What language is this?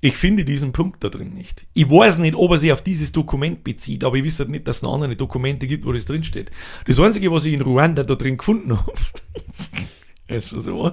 Bavarian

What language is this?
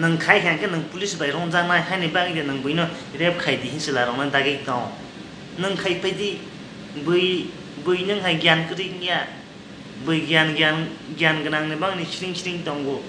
Kok Borok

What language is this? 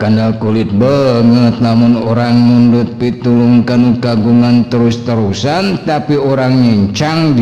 Sundanese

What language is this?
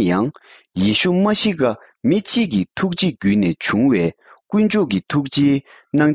Tibetan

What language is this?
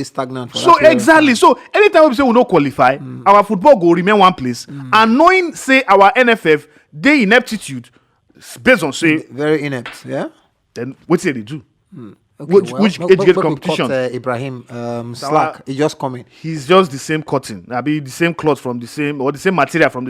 Nigerian Pidgin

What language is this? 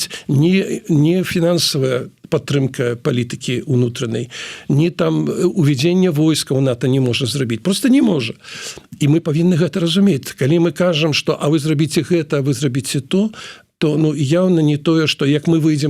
Belarusian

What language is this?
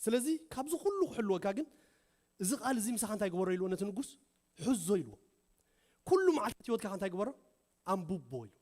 Tigrinya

